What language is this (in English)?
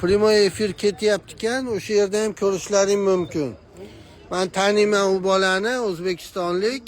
Uzbek